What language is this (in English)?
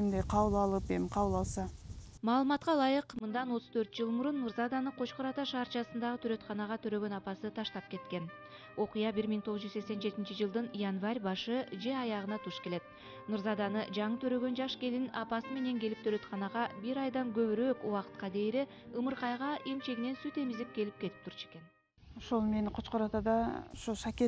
Kyrgyz